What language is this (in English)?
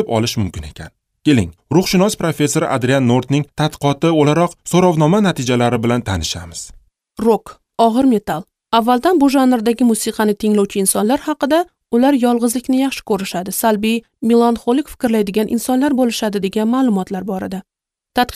Uzbek